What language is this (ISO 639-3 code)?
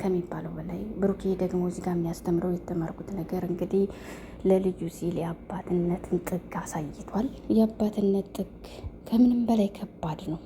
amh